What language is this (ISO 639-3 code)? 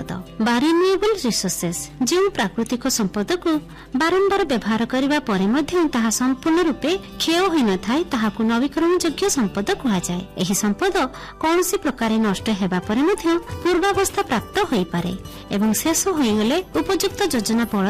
ori